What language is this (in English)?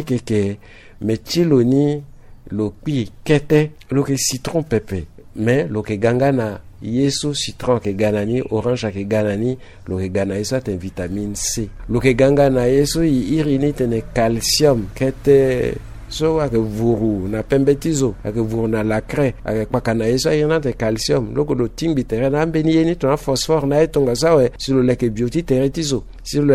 Sango